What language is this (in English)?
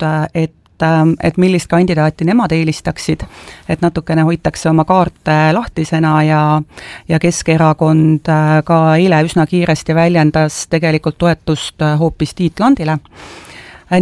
Estonian